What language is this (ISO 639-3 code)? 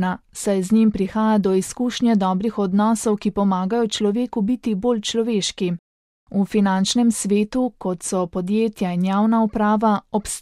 slv